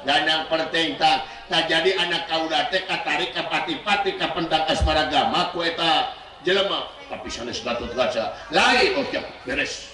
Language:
Sundanese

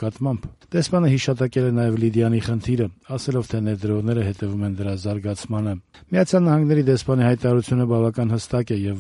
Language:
Armenian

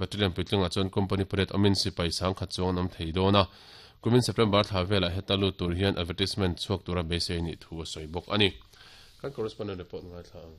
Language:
Mizo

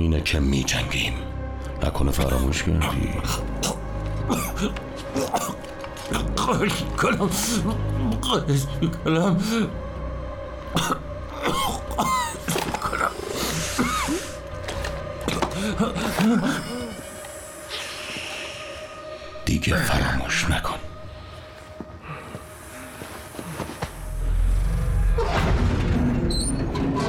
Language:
Persian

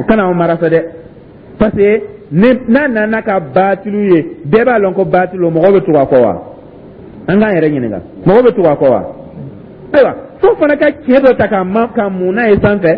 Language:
Dyula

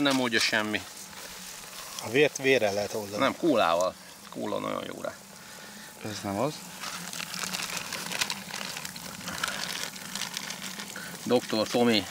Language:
Hungarian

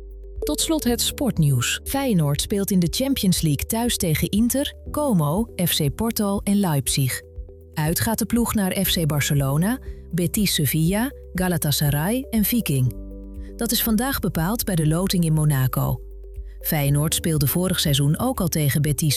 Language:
Dutch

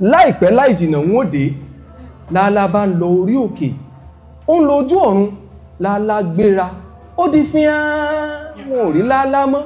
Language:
Yoruba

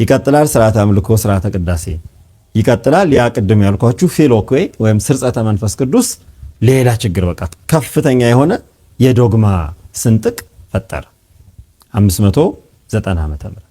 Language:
Amharic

